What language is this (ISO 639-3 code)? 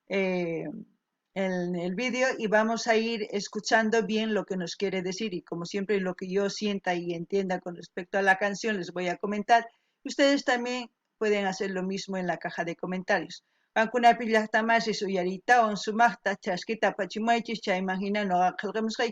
quh